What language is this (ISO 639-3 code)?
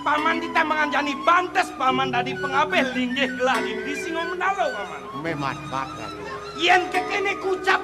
ban